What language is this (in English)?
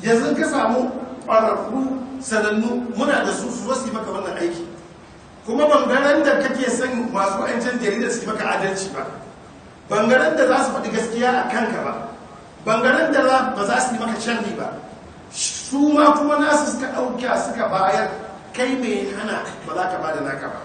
Hausa